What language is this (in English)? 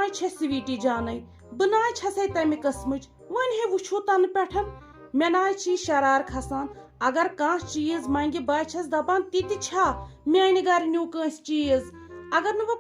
Kashmiri